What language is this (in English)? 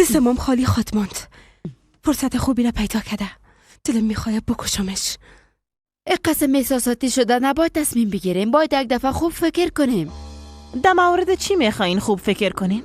Persian